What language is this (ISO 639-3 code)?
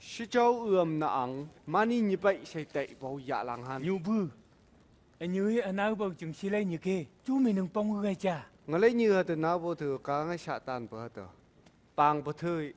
nph